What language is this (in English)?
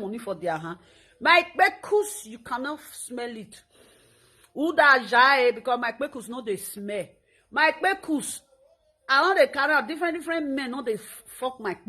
Nigerian Pidgin